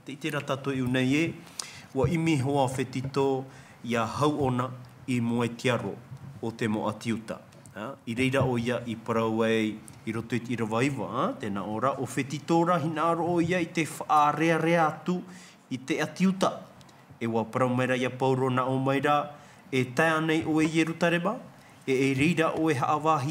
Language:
Tahitian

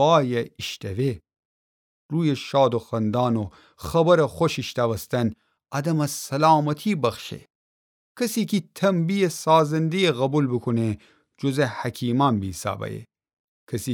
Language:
Gilaki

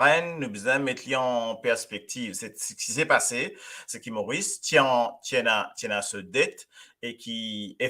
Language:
Morisyen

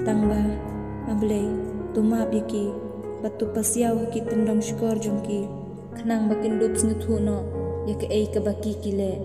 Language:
Khasi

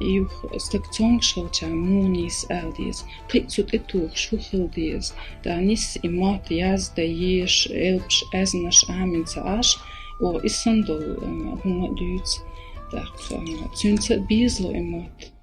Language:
Chechen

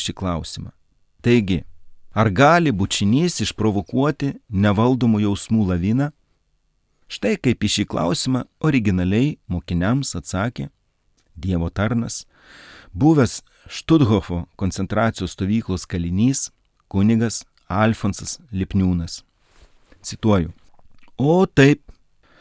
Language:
Lithuanian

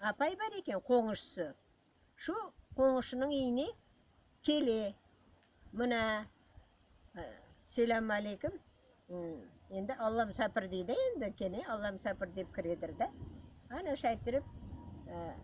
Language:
Crimean Tatar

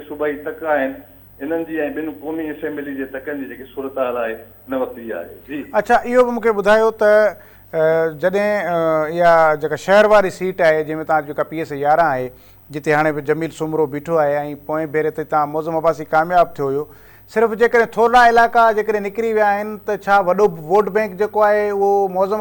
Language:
Sindhi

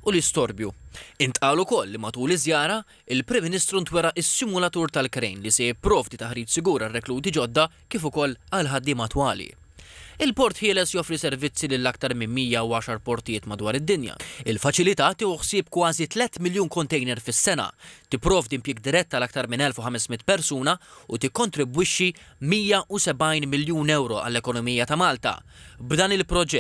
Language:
Maltese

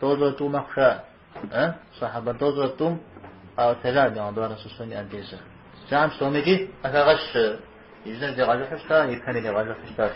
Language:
Kabardian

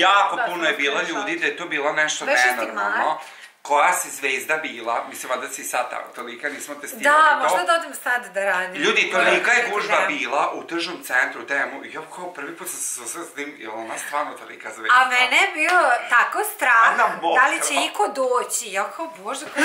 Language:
Serbian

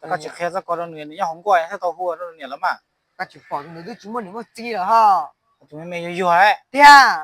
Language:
Hmong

